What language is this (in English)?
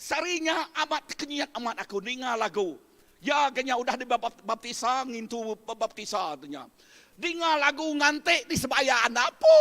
Iban